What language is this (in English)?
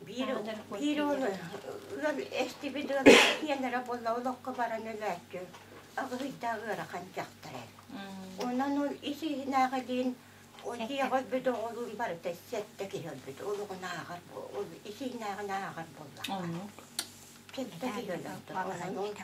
Yakut